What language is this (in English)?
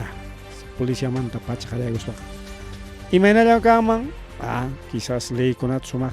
Ayacucho Quechua